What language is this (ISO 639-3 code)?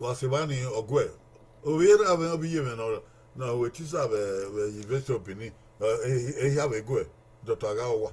bin